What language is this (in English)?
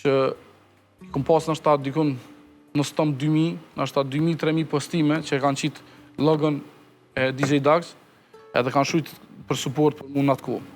Albanian